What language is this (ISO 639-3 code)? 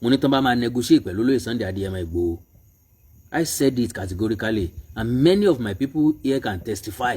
yor